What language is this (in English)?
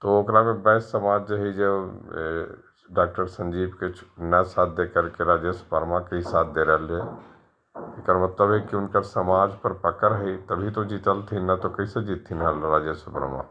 Magahi